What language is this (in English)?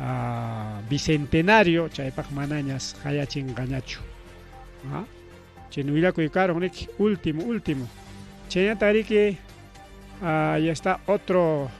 Ayacucho Quechua